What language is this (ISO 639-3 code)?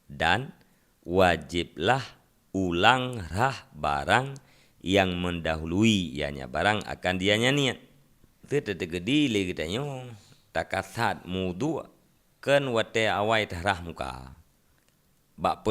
ace